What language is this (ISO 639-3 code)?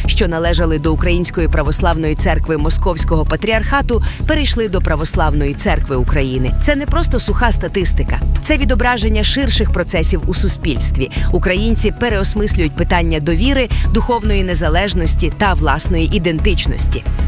ukr